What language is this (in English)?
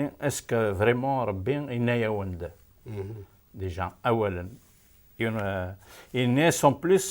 Kabyle